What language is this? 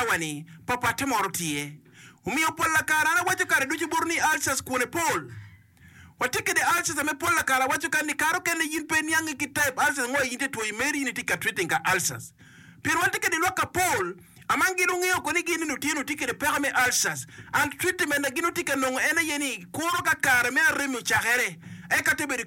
Acoli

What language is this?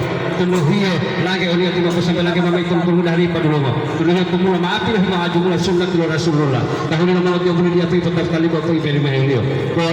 Gorontalo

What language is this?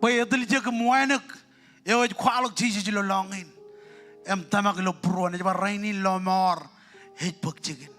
Marshallese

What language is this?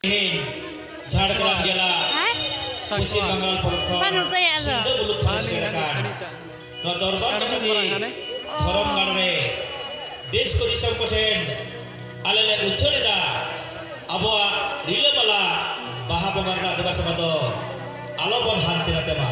Santali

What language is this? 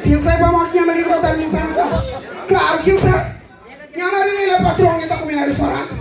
Kabuverdianu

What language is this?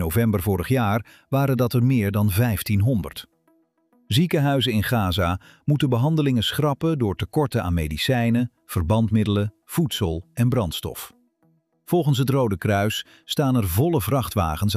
Dutch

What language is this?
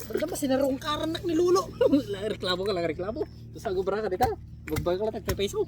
Iloko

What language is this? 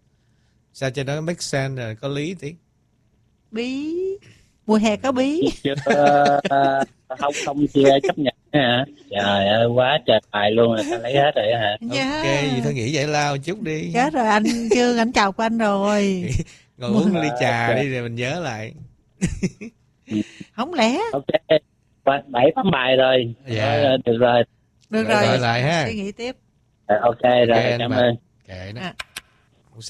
Vietnamese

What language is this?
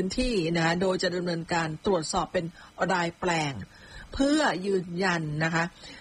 Thai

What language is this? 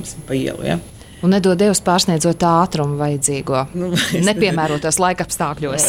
Latvian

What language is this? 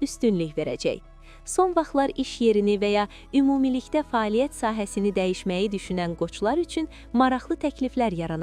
Azerbaijani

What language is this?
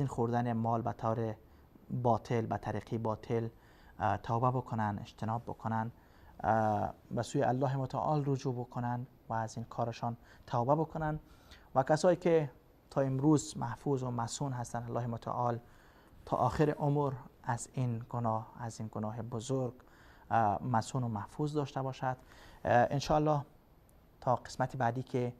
Persian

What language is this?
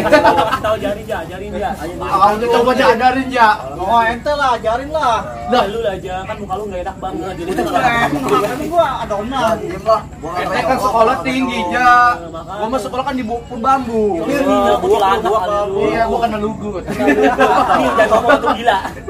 Betawi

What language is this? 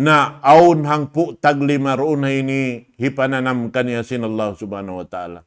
Tausug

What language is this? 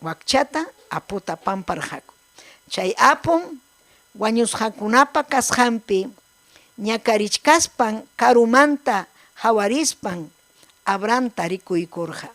Ayacucho Quechua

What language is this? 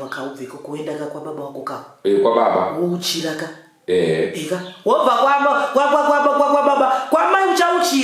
Shona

